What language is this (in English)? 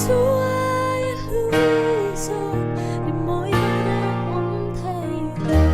Falam Chin